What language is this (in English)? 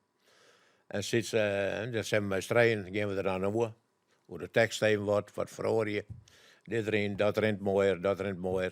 Western Frisian